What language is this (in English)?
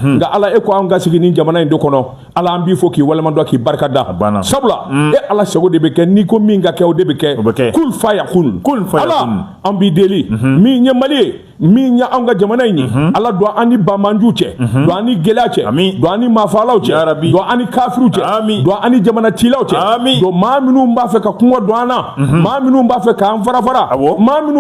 Bambara